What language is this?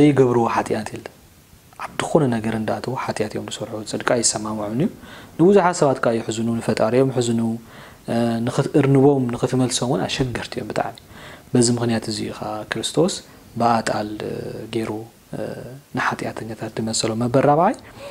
Tigrinya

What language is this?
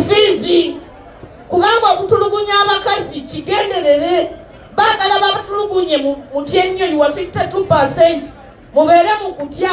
Ganda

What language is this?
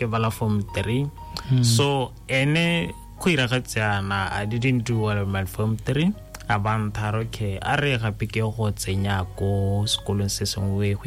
Tswana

